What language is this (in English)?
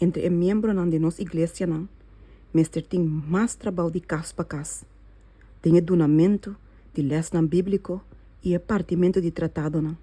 Papiamento